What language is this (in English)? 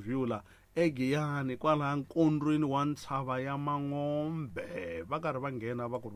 Tsonga